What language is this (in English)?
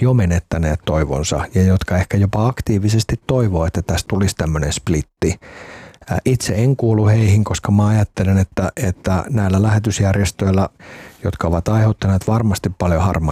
Finnish